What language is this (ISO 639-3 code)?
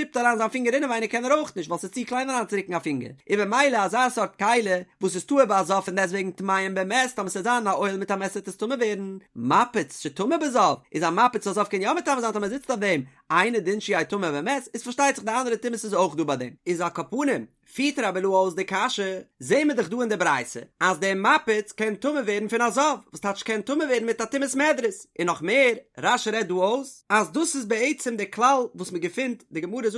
yid